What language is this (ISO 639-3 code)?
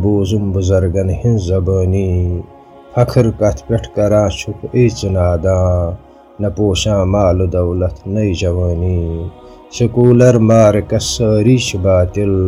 kas